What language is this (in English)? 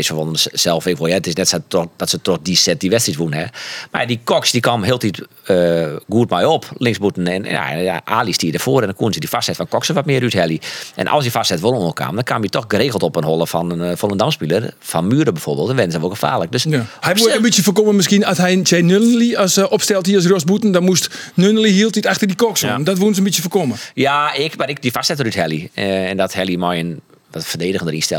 Western Frisian